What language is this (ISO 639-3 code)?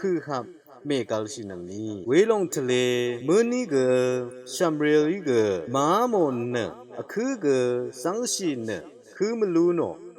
raw